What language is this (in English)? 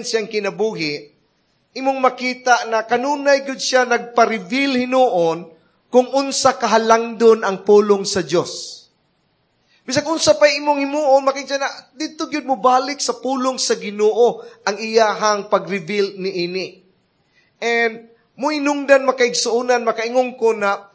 Cebuano